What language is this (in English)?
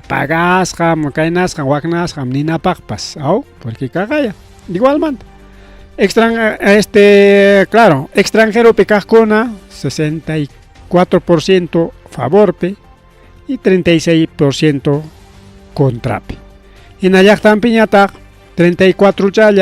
Ayacucho Quechua